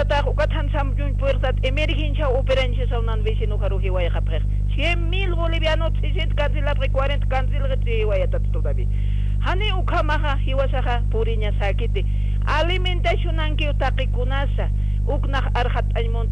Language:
Aymara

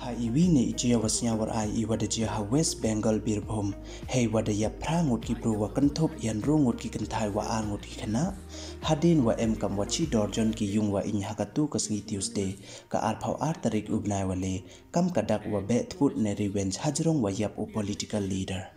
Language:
Pnar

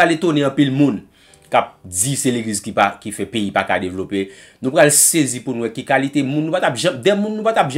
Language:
Haitian Creole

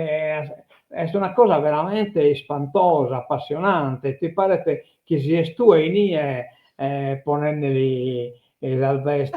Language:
Sardinian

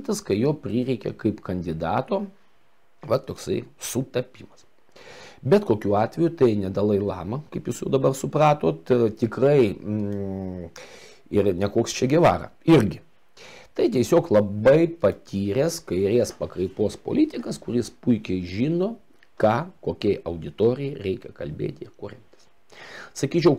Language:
Lithuanian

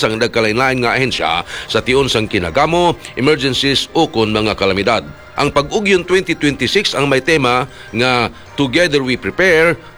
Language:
Hiligaynon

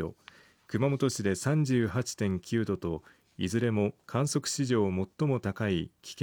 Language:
Japanese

